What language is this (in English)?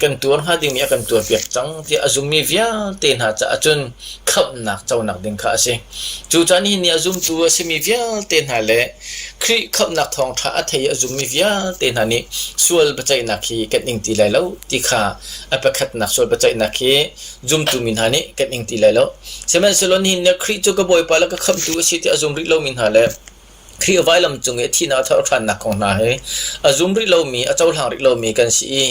Hakha Chin